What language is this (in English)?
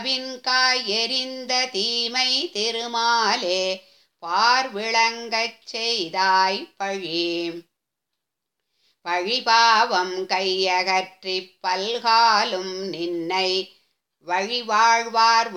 Tamil